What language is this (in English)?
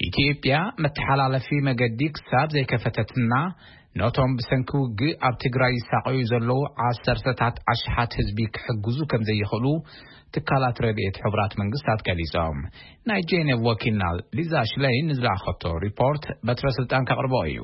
Tigrinya